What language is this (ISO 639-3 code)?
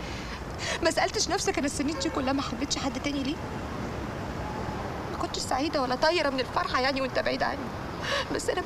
arz